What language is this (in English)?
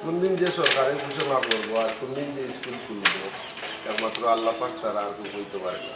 Sylheti